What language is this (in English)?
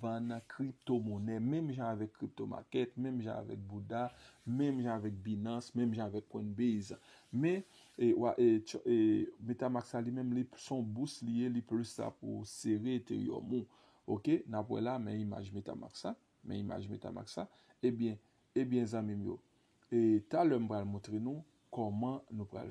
Haitian Creole